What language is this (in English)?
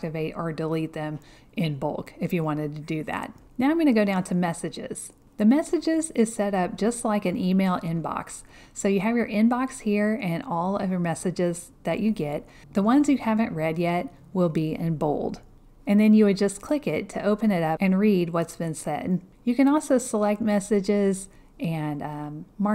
English